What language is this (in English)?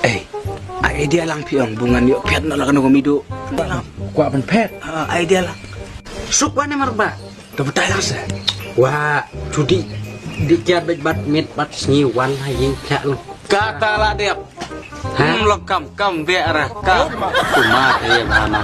Khasi